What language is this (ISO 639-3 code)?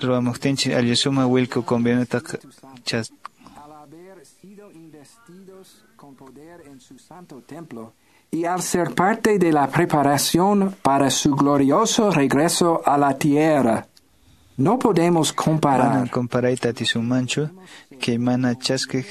que